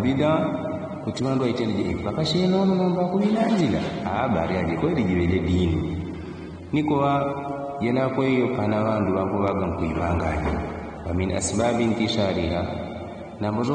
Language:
Yao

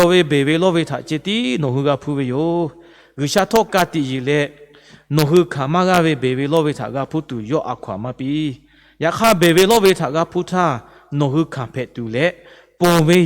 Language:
Lahu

